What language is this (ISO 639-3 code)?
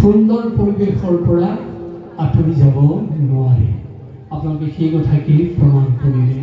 asm